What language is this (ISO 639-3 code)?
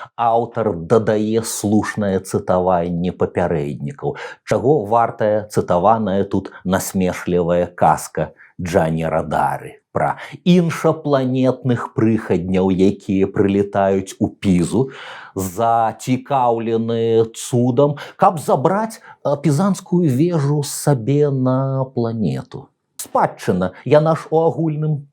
bel